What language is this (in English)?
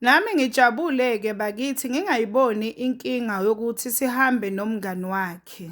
Zulu